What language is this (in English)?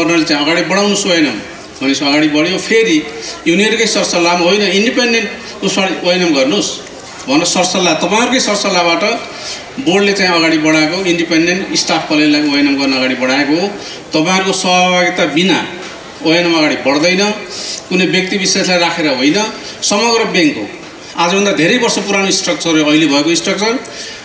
Nepali